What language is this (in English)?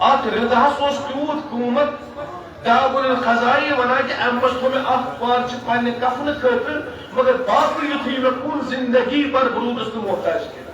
Kashmiri